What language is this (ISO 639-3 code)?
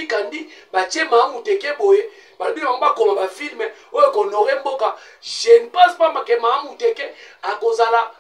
lin